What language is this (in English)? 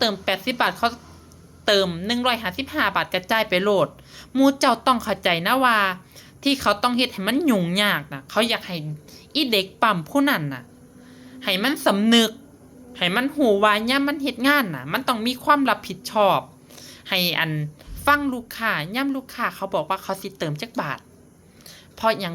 Northeastern Thai